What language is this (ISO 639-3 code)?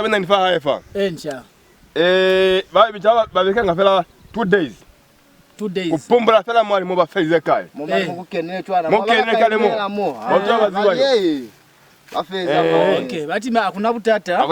loz